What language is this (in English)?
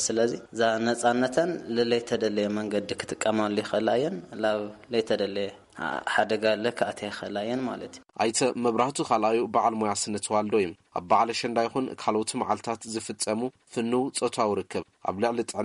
Tigrinya